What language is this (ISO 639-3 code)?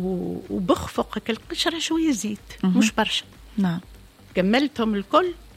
aeb